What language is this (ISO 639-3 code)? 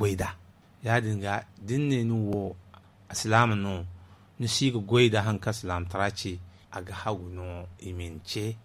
dje